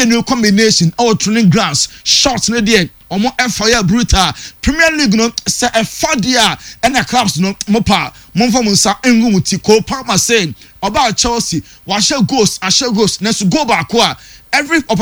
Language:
Akan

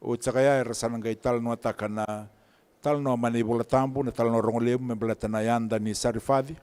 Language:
Fijian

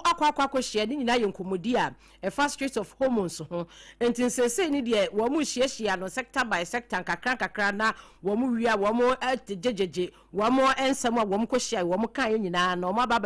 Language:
Akan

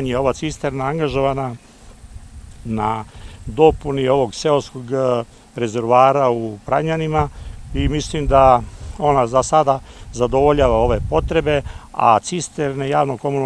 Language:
Serbian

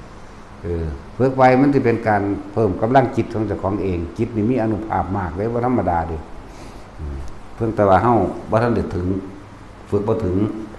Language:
Northeastern Thai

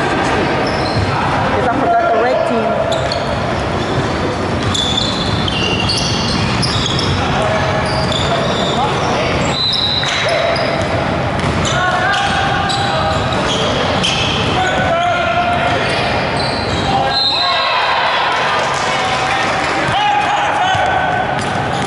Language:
English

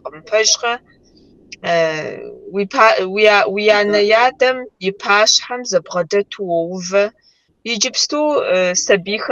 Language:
Kabardian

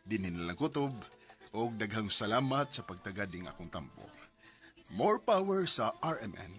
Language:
Cebuano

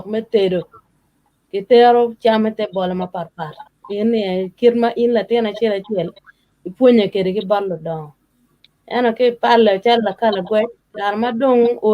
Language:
Acoli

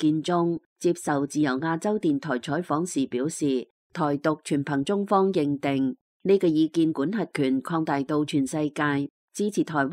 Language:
Cantonese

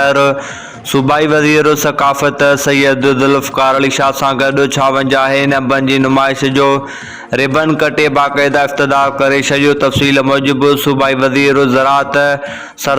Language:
Sindhi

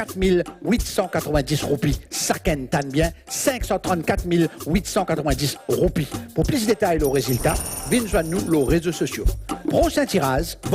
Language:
Morisyen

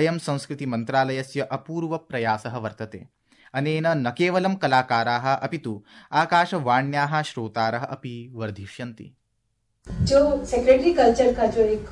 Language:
Sanskrit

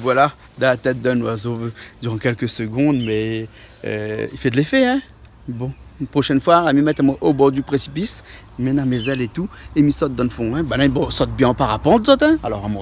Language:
Réunion Creole French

